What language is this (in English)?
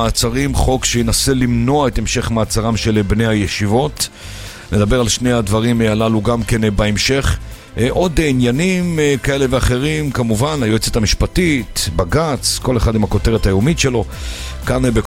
Hebrew